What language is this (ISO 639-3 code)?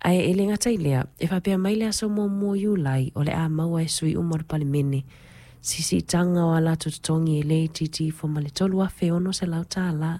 smo